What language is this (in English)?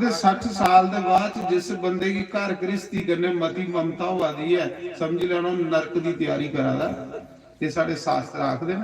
Dogri